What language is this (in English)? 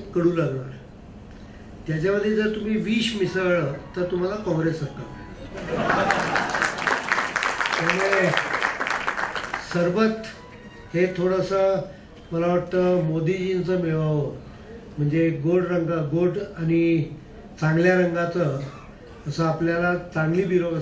Marathi